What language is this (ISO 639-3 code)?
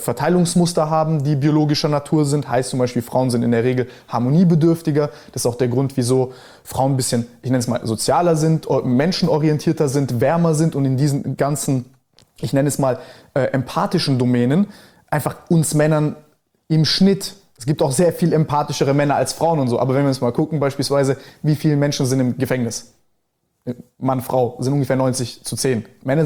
deu